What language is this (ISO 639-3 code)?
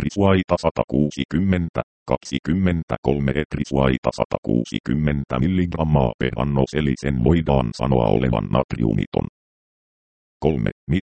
fin